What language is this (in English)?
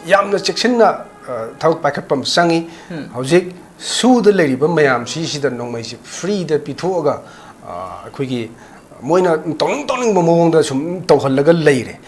Manipuri